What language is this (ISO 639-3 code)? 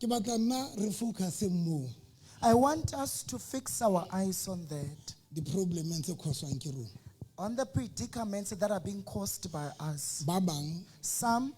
sot